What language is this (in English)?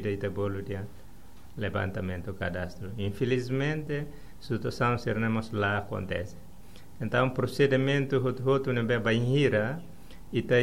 Tetum